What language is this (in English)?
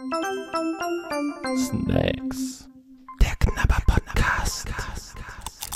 German